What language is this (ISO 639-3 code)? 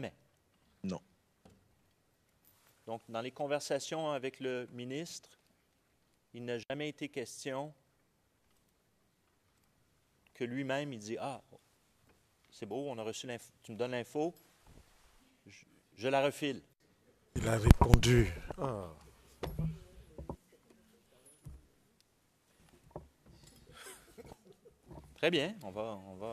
fra